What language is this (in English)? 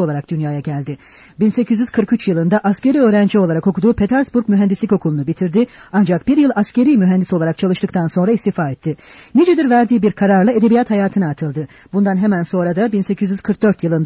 Turkish